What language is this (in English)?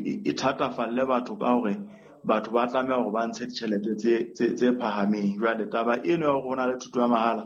Southern Sotho